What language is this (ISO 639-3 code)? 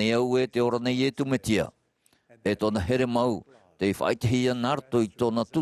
tah